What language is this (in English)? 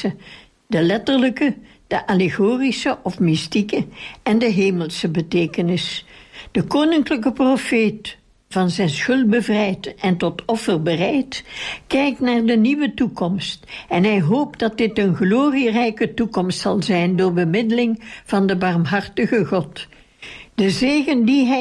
Dutch